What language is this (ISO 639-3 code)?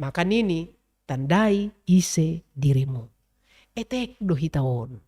bts